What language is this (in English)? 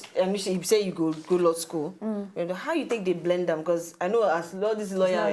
Nigerian Pidgin